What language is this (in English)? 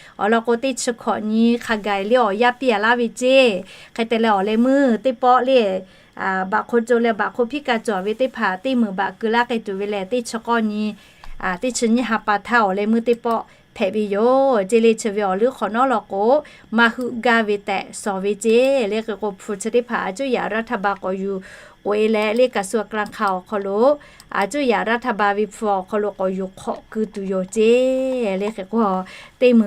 Lahu